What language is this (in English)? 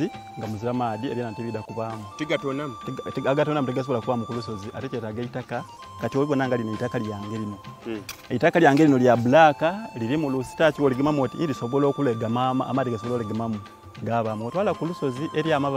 Soga